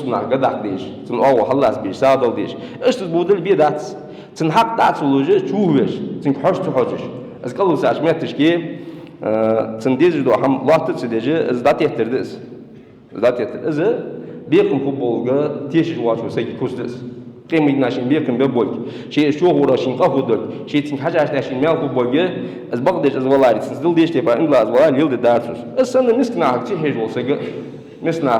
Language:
Ingush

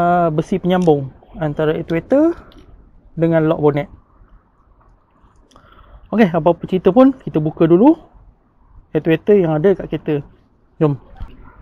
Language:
Malay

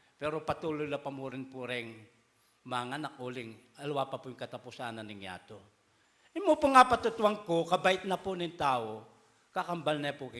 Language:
Pampanga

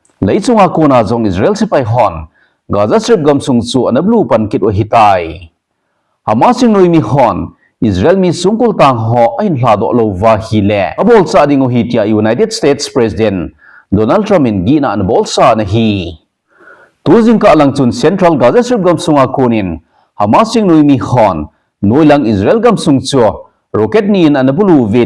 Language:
Thado Chin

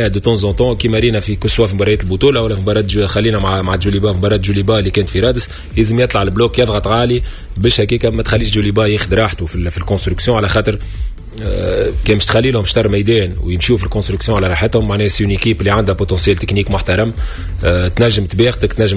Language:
Tunisian Arabic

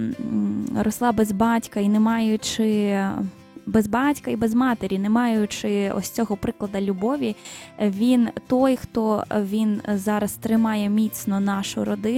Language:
Ukrainian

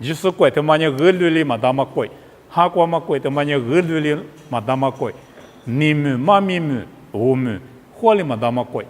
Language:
Lisu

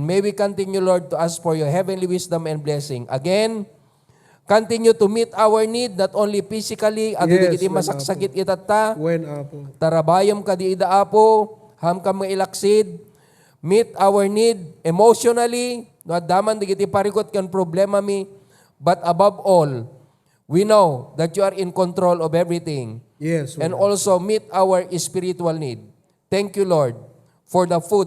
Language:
Iloko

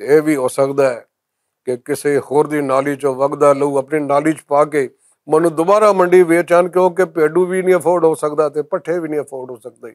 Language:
Western Panjabi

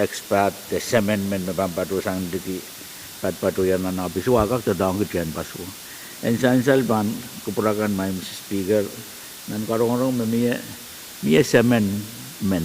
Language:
Pohnpeian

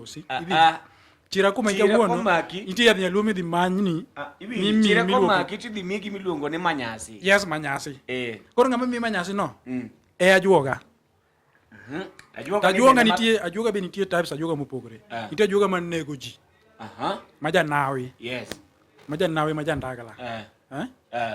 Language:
Luo (Kenya and Tanzania)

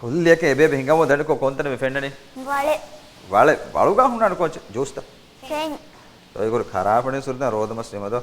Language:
Divehi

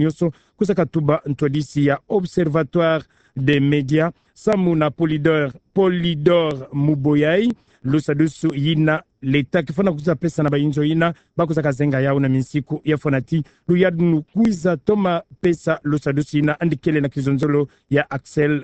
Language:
Kituba (Democratic Republic of Congo)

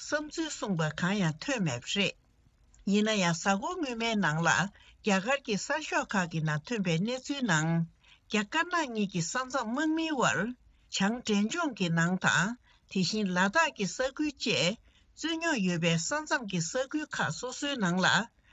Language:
Tibetan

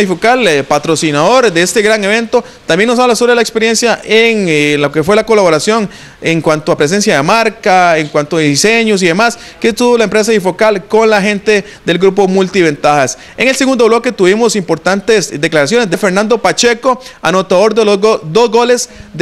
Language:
Spanish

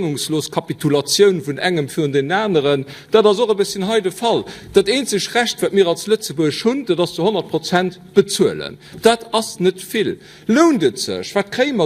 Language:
Luxembourgish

